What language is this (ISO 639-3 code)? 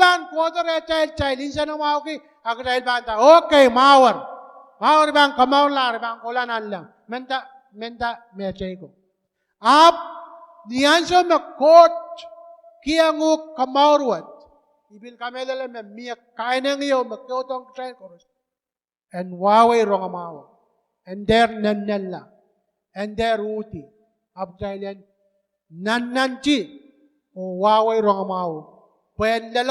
pon